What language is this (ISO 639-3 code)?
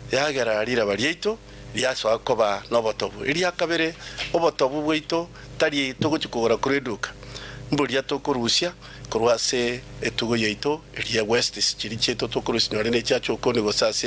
guz